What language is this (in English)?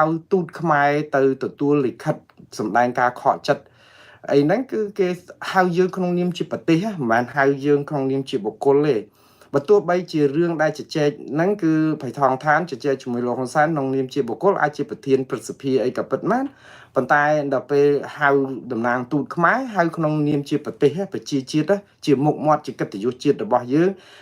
Khmer